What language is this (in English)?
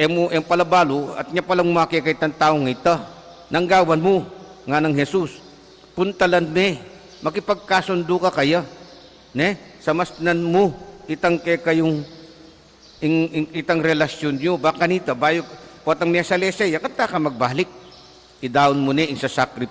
Pampanga